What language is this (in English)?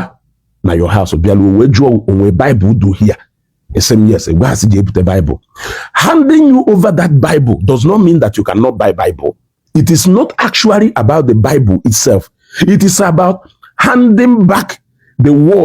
Igbo